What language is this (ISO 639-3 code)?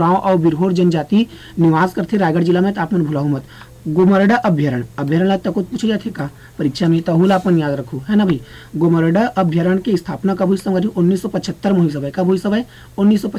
hne